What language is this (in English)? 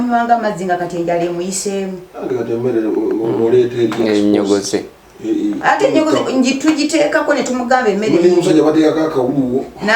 Ganda